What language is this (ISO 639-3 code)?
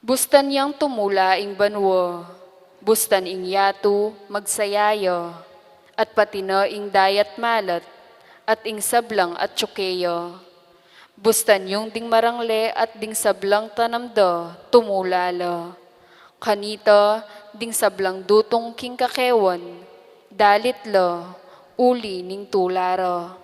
pam